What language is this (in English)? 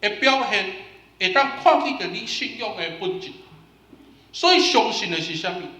Min Nan Chinese